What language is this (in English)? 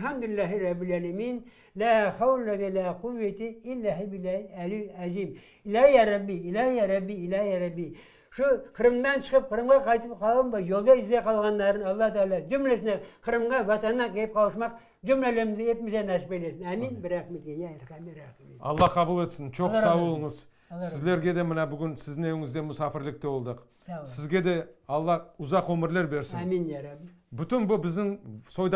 Crimean Tatar